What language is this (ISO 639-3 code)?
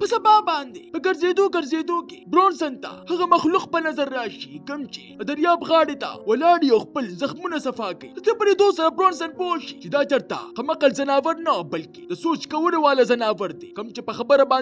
pus